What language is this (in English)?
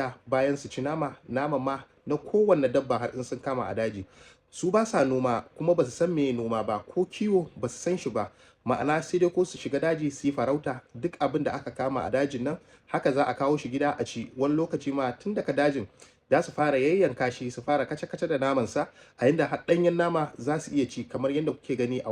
Hausa